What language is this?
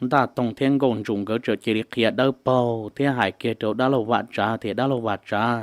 Hmong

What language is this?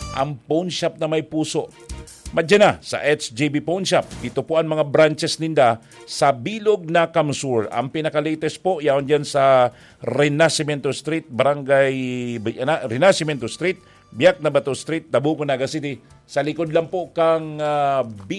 Bikol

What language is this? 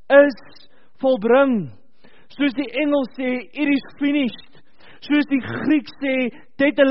Afrikaans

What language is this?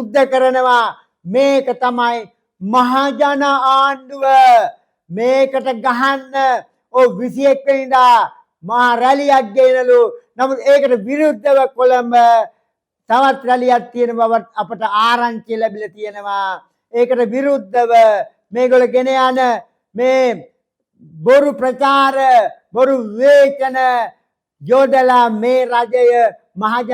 Sinhala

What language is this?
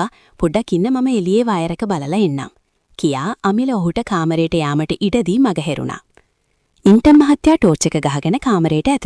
Sinhala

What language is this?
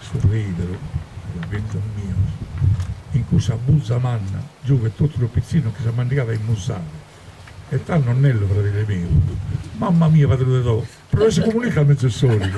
Sardinian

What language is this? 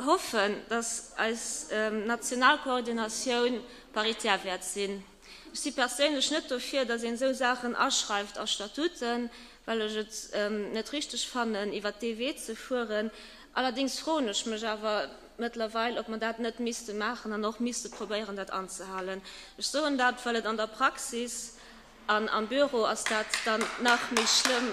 Luxembourgish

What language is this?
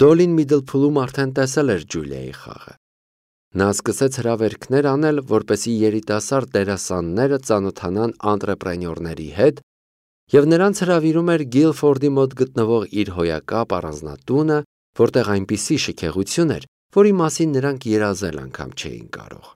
Armenian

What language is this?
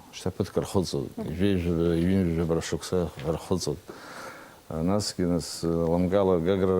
Abkhazian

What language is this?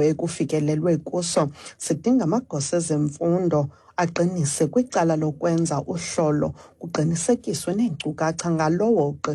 Xhosa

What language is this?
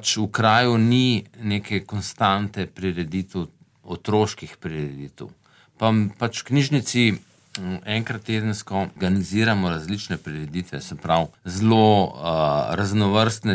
Slovenian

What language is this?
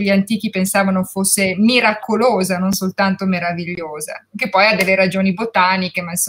Italian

